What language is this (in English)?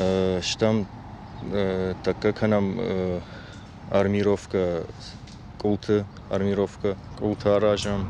Ossetic